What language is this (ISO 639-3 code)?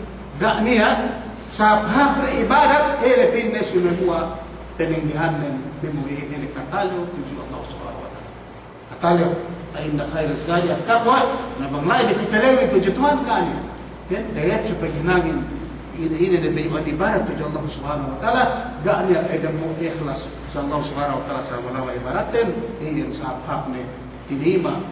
yka